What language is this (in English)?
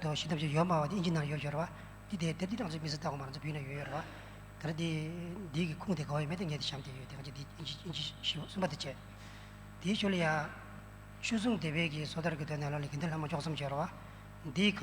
Tibetan